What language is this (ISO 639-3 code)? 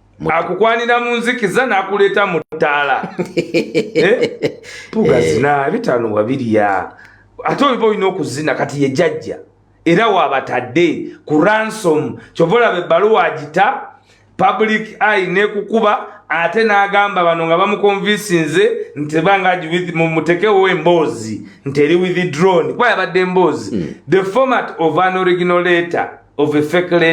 lug